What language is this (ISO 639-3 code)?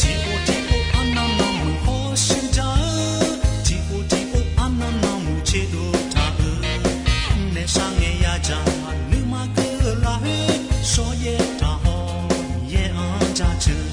ahk